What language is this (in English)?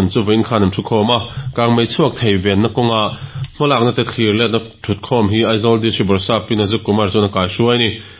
Mizo